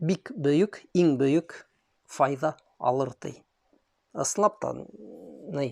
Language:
Bashkir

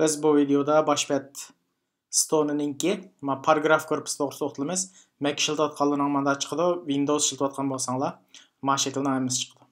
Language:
Uyghur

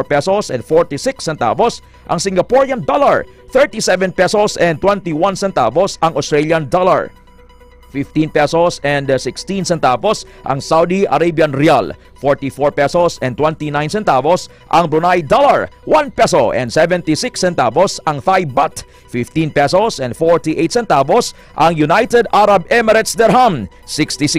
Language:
Hiligaynon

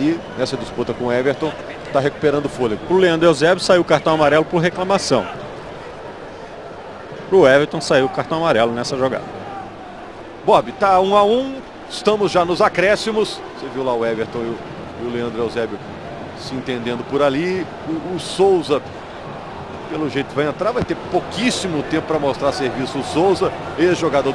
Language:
Portuguese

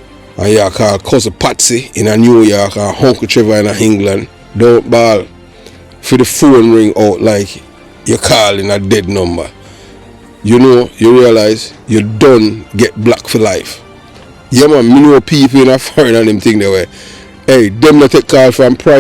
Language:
Jamaican Creole English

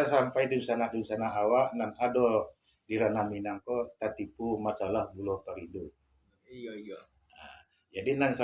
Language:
Minangkabau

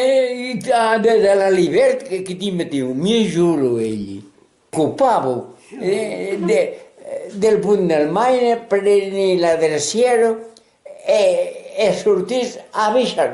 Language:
Occitan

